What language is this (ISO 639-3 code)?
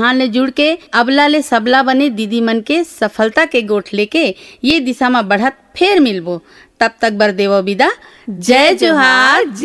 hne